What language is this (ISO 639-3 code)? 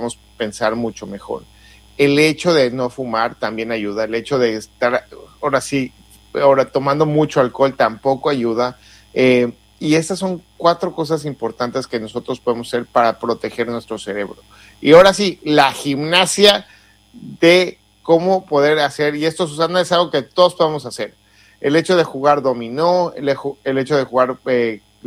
spa